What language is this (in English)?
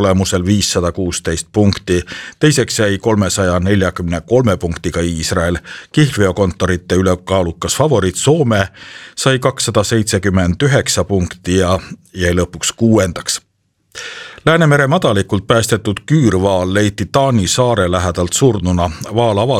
Estonian